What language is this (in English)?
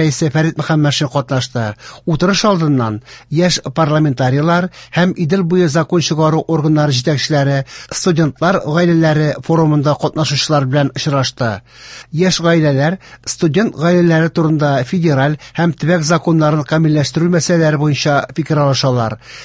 Tatar